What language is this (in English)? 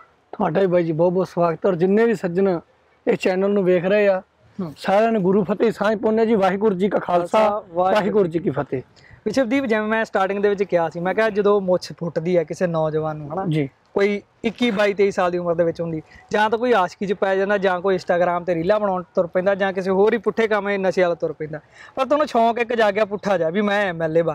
Punjabi